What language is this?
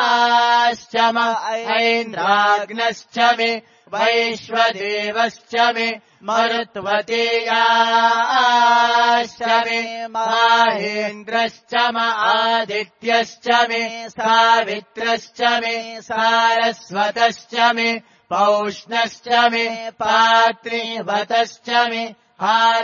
Sanskrit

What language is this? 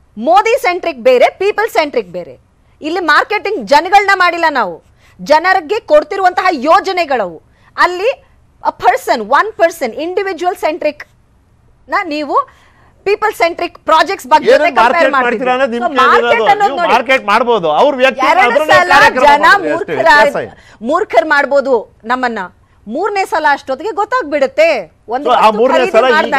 Kannada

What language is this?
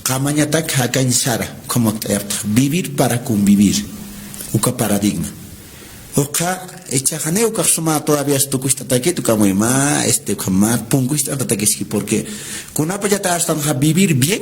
Aymara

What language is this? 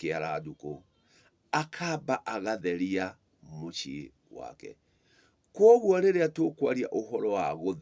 Kikuyu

